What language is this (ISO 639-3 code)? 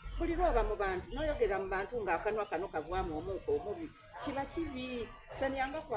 xog